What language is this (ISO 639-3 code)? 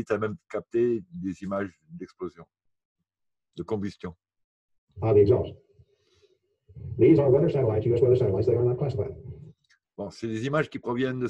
fra